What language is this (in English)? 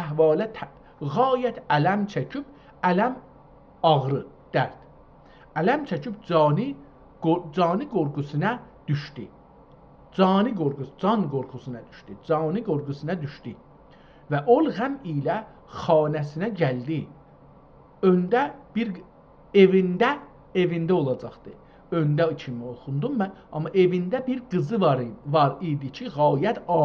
South Azerbaijani